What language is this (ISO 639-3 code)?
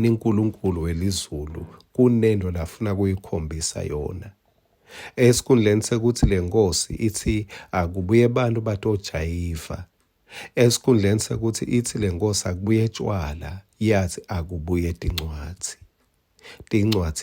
ssw